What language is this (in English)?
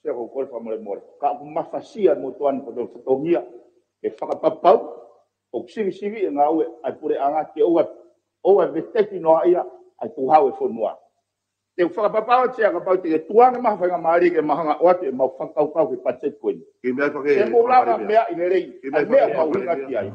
Tongan